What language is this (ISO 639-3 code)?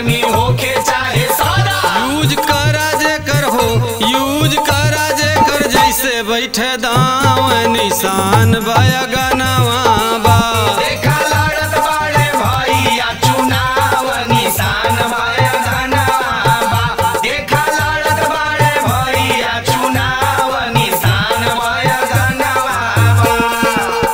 bho